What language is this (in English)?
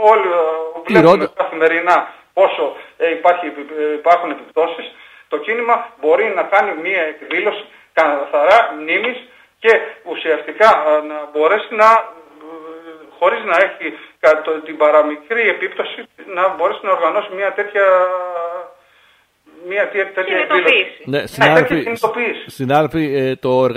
Greek